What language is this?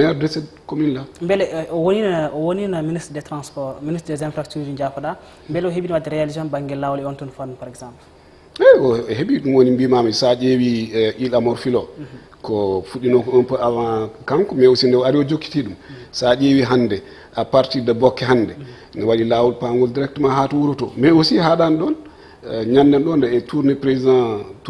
Fula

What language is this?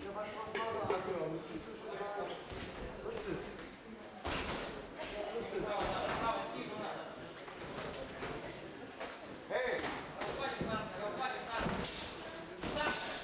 German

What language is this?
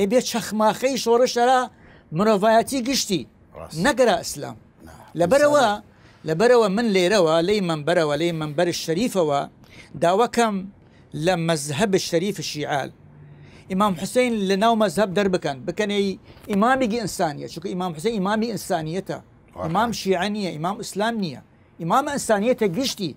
Southern Kurdish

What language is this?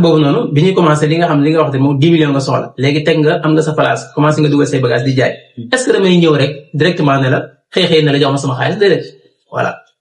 Wolof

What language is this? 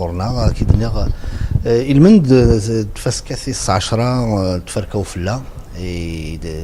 Kabyle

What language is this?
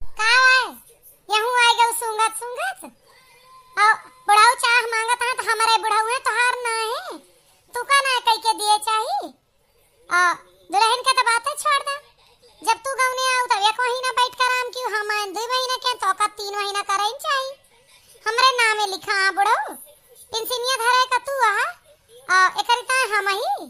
Awadhi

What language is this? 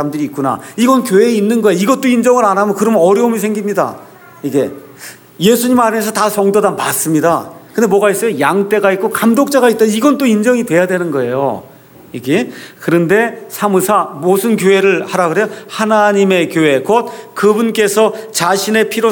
Korean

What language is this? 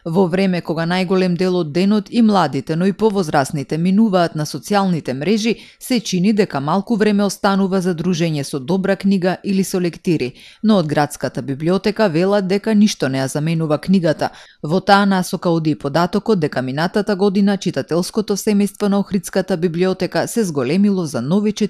Macedonian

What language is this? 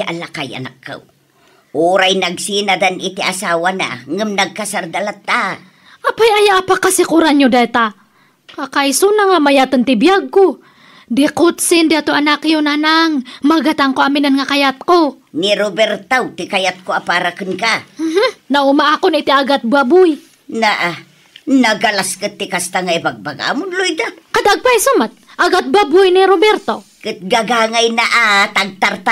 Iloko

